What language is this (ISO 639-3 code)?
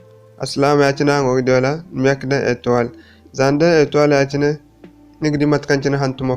dje